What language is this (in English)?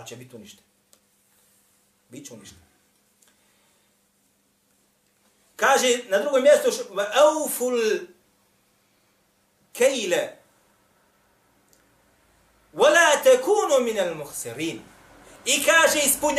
Bosnian